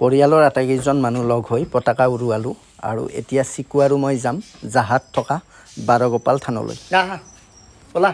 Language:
Assamese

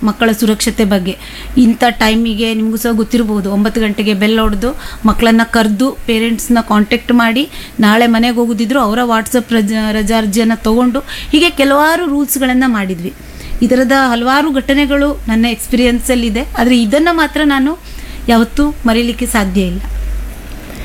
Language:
Kannada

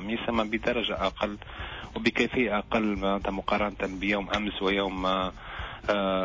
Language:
Tunisian Arabic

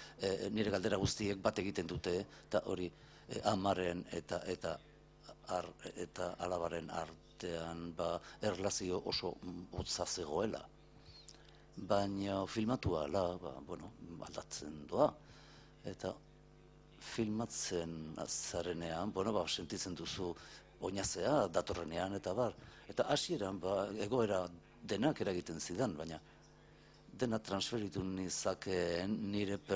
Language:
Basque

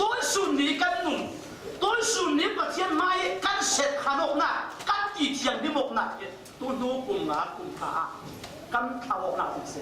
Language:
Falam Chin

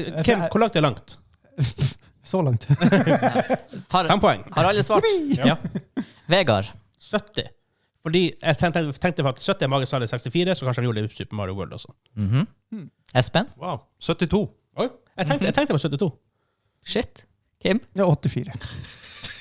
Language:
Norwegian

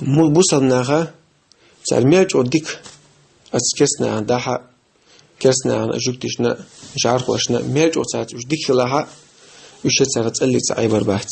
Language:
Chechen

